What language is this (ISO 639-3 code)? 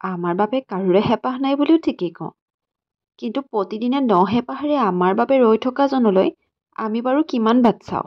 asm